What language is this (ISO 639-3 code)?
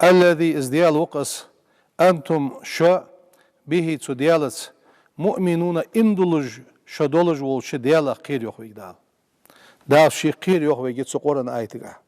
inh